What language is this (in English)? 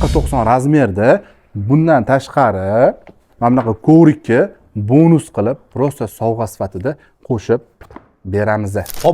Uzbek